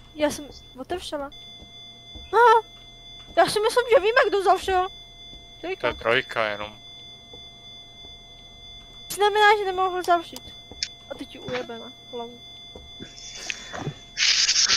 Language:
Czech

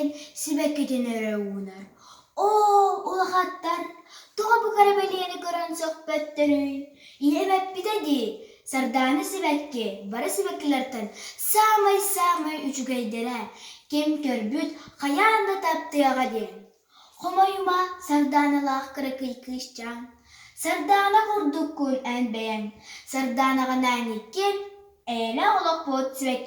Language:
Yakut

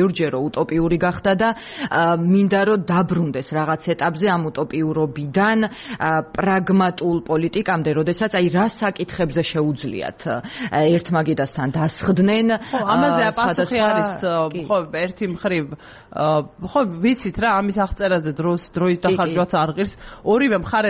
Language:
Georgian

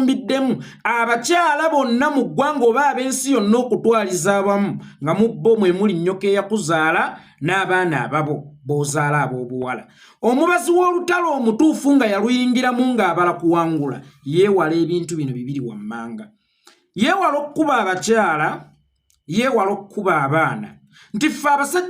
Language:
Ganda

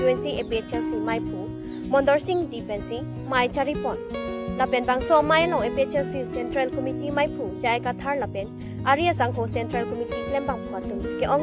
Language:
Karbi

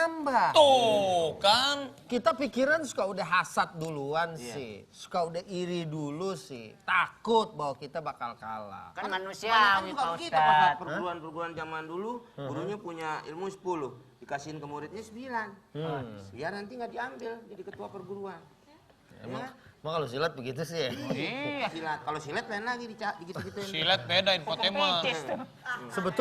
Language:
Betawi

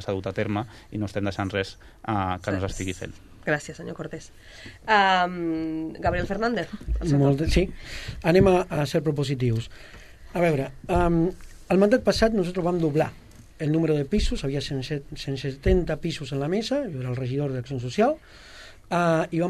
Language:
Catalan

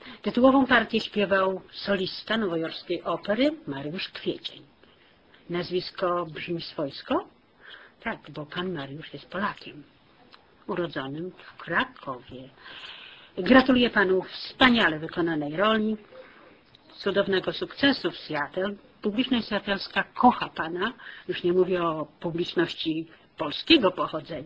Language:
Polish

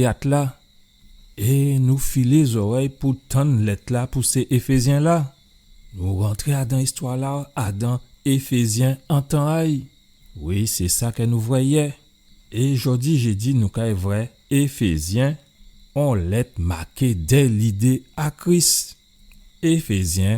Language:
Guadeloupean Creole French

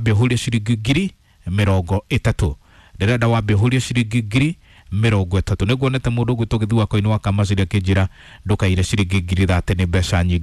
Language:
Kikuyu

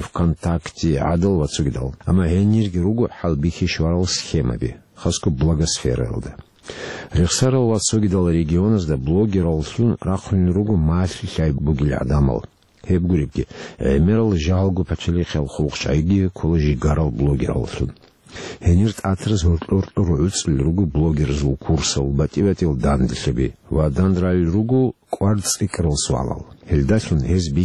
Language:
Avaric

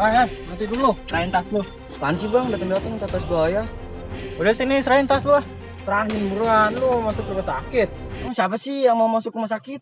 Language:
Betawi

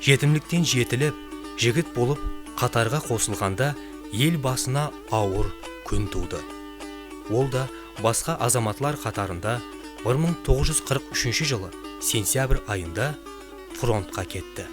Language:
Kara-Kalpak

